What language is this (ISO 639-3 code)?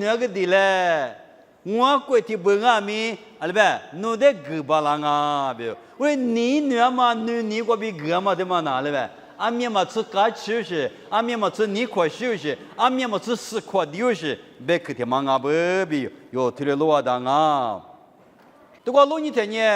lis